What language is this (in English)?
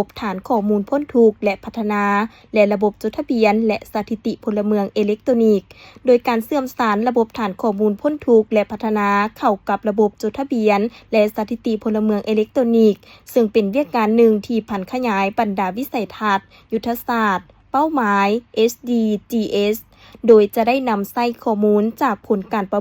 Lao